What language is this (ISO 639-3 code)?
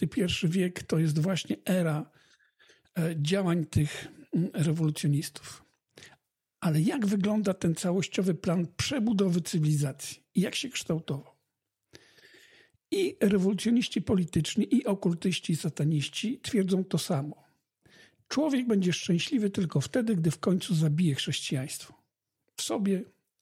pol